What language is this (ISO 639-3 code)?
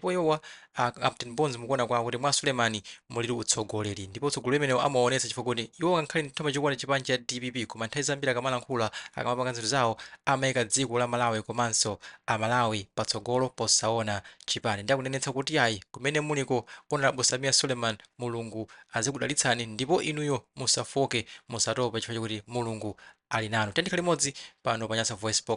nya